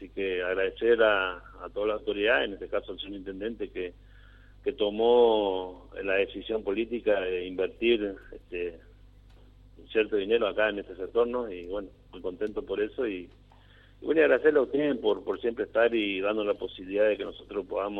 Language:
Spanish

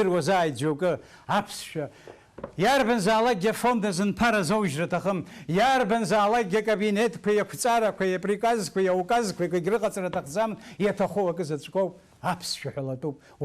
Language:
Abkhazian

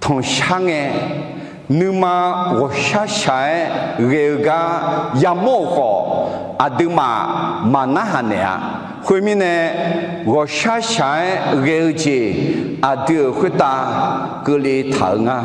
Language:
Akha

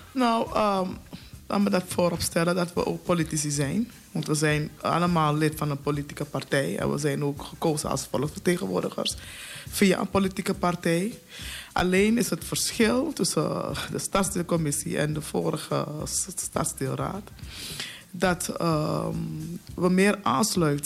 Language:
Dutch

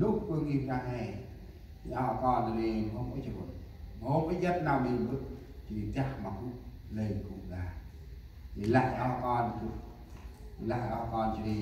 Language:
Central Mnong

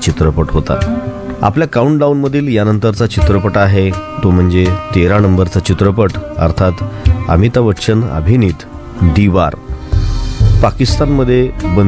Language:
Marathi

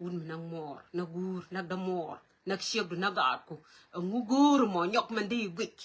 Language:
Nuer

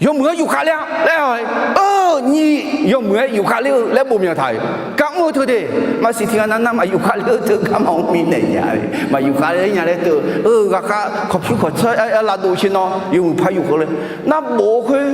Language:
Akha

